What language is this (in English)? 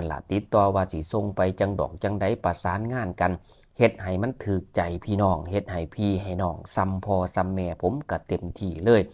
Northeastern Thai